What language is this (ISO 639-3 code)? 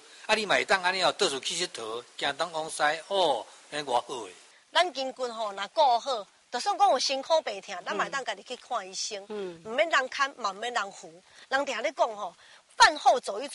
nan